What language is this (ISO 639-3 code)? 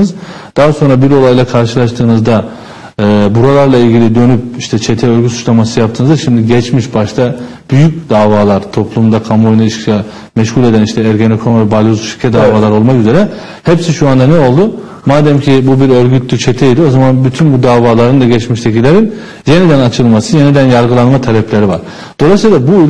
tur